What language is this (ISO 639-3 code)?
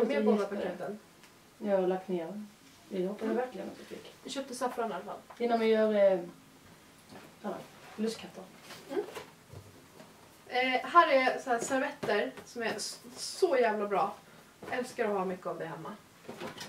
swe